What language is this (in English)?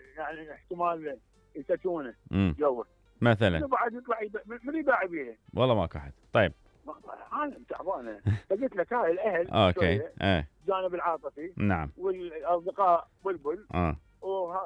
Mesopotamian Arabic